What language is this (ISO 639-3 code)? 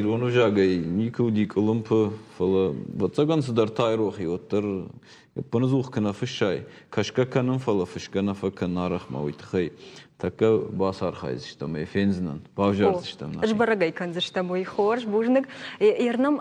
oss